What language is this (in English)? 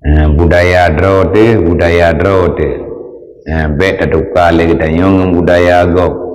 Achinese